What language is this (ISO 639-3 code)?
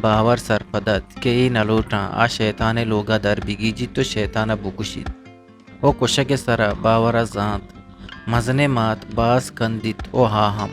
bal